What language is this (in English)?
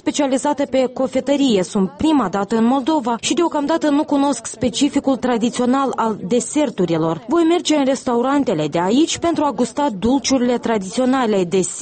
Romanian